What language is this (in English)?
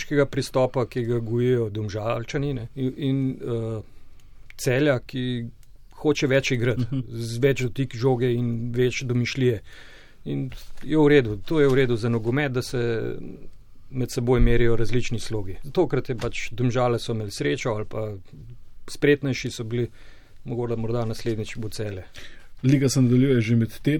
Slovenian